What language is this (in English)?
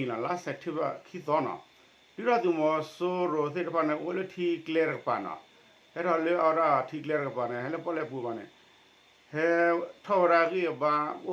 S'gaw Karen